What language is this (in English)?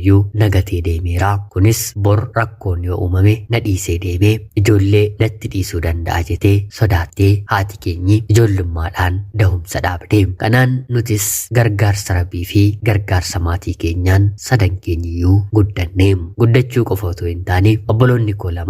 Oromo